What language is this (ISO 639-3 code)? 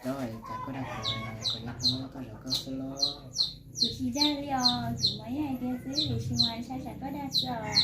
hmn